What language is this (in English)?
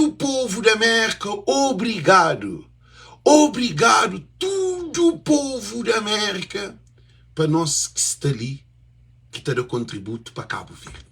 Kabuverdianu